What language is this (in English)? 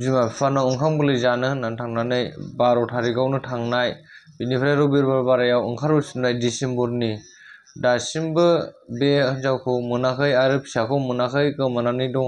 Bodo